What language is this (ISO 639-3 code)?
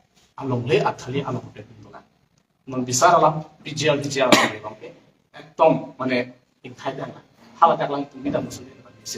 mjw